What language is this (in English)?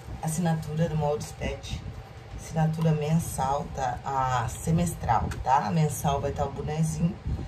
Portuguese